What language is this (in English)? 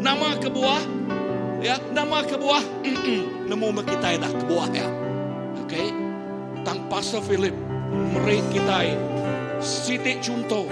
Iban